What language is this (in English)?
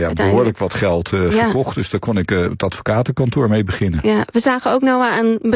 Dutch